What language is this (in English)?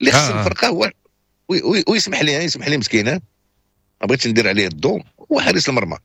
Moroccan Arabic